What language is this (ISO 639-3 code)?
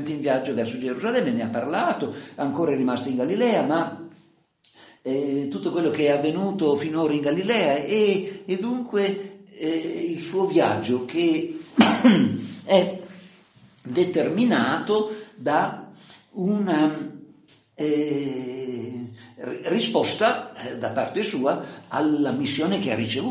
ita